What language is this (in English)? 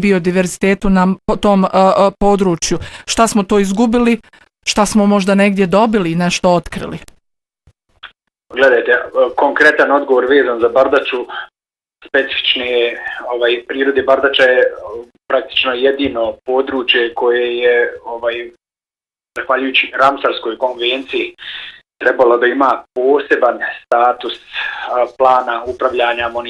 Bosnian